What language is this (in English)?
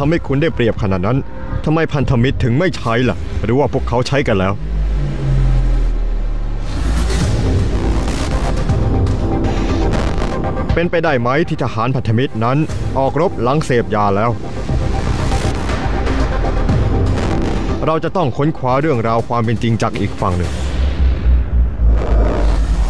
Thai